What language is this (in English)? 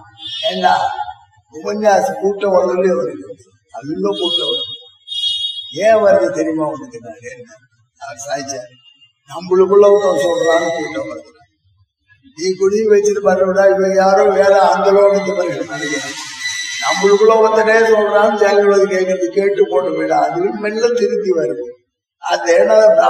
Tamil